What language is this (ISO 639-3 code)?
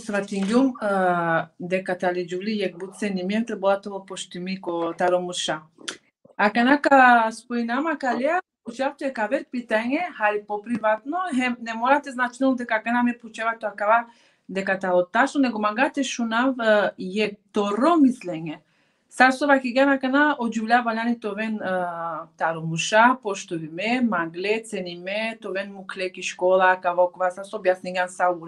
rmn